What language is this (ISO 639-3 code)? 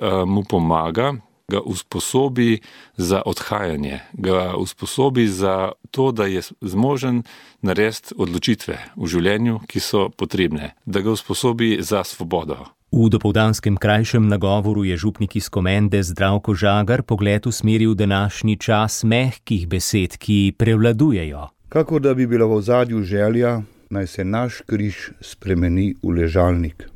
slv